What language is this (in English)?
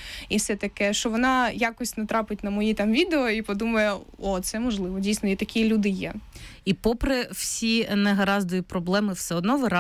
Ukrainian